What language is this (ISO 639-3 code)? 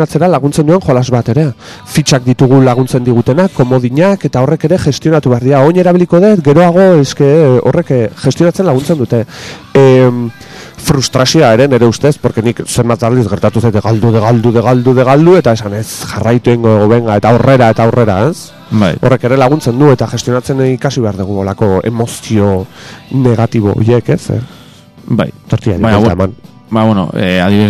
eus